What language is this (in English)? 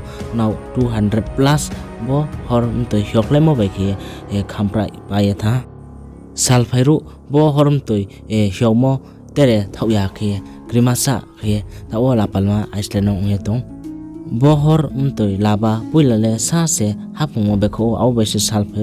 Riang (India)